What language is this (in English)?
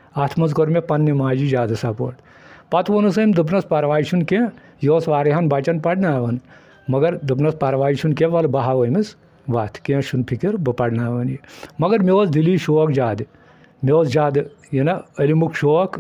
Kashmiri